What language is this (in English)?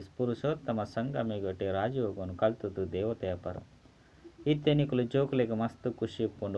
Tulu